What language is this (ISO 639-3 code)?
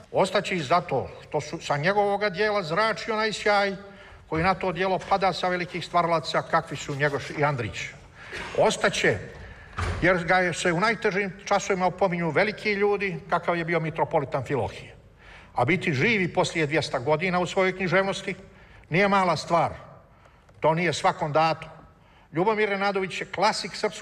srp